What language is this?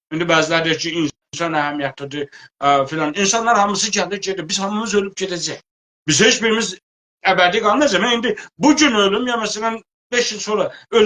South Azerbaijani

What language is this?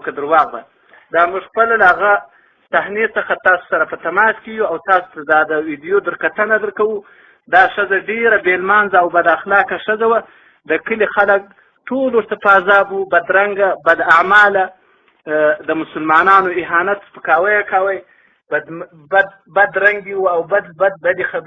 Pashto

